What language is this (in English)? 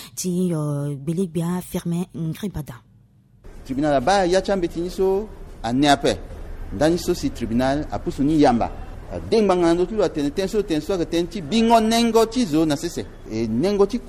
Sango